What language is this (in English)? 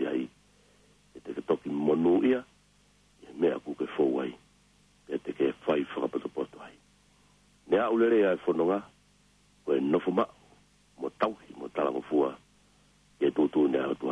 Tongan